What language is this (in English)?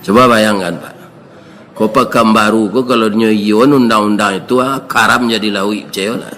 Minangkabau